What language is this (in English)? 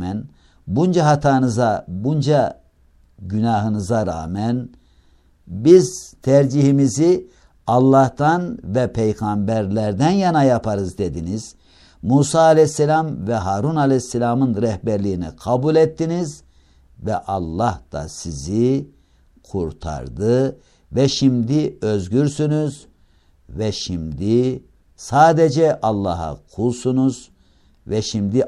Turkish